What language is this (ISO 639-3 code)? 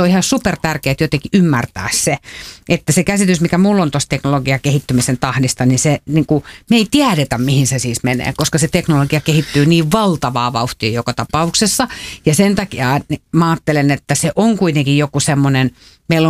fin